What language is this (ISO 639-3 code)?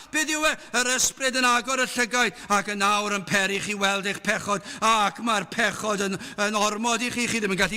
cym